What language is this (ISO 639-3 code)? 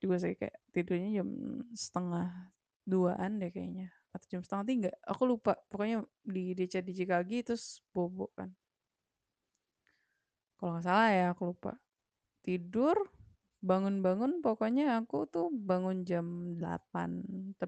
ind